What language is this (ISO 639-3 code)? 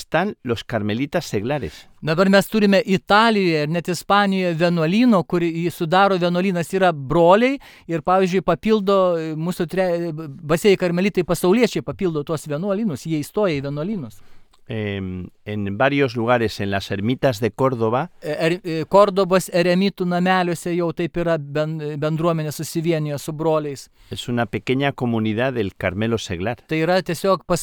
lit